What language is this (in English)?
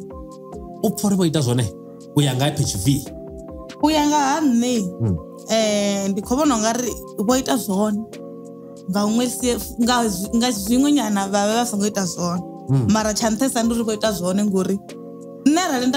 Venda